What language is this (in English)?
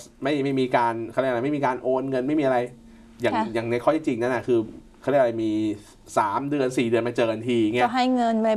Thai